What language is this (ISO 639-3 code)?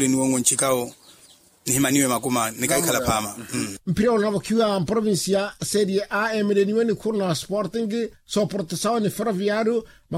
vmw